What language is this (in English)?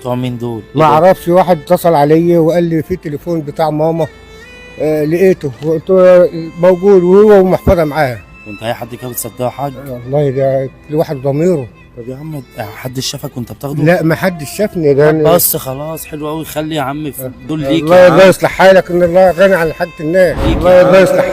Egyptian Arabic